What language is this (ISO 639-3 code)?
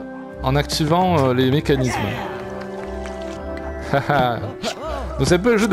fra